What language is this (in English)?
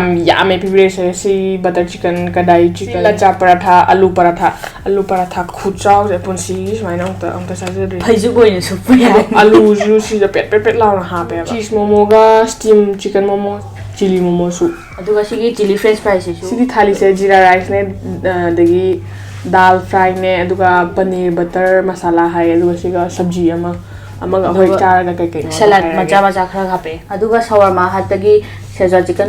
Manipuri